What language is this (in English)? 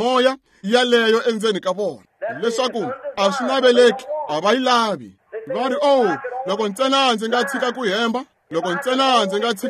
Tsonga